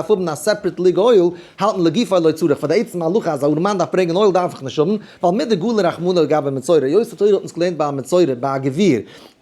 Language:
Yiddish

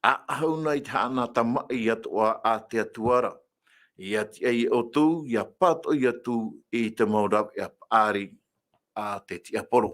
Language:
Tahitian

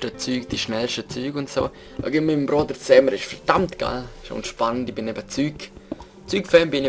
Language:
Swiss German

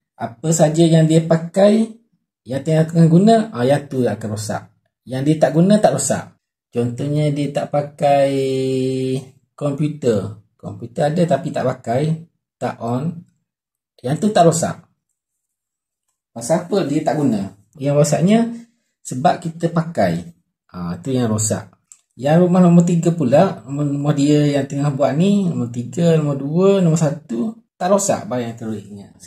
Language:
Malay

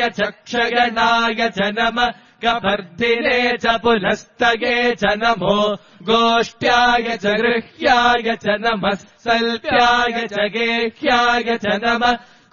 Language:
Sanskrit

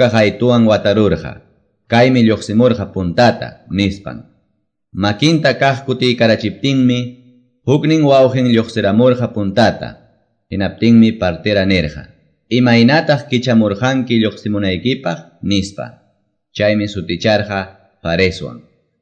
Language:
Quechua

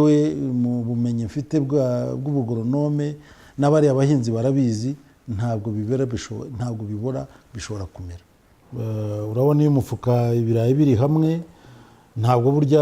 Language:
Kinyarwanda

